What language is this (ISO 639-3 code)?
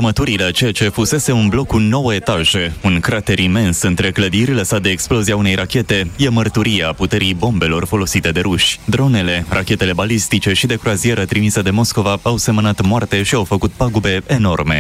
ron